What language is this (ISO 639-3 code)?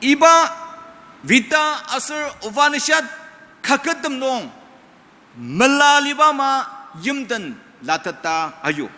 njo